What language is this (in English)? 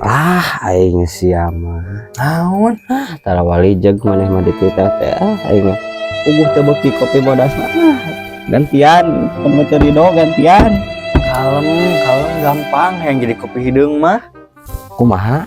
Sundanese